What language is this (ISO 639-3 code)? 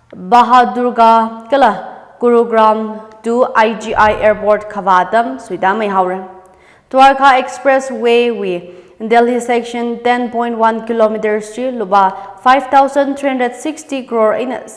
nmf